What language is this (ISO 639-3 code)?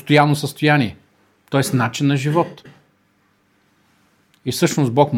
bul